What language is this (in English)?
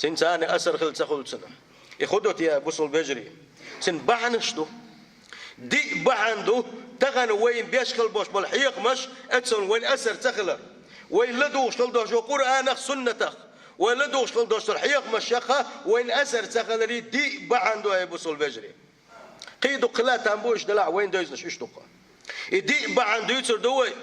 Chechen